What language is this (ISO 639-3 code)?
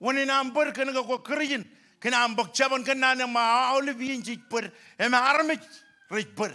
mah